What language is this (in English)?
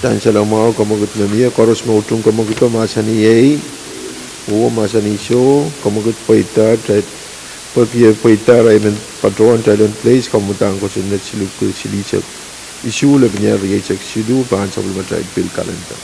Pohnpeian